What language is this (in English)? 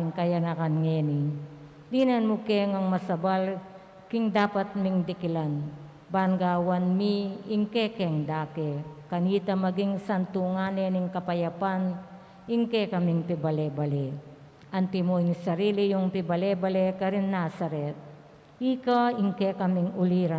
Pampanga